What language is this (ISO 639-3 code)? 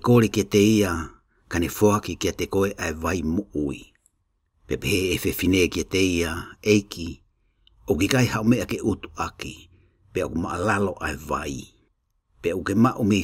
ton